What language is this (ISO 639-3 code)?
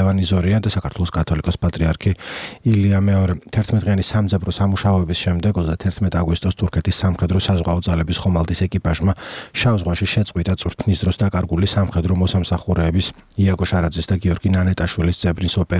kat